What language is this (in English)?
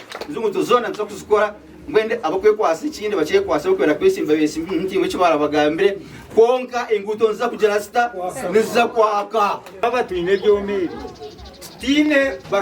Nyankole